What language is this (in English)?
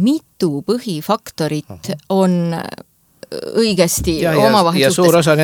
Estonian